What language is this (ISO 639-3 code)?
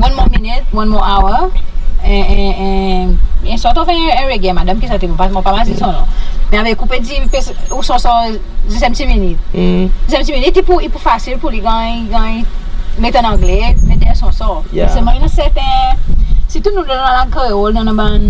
crs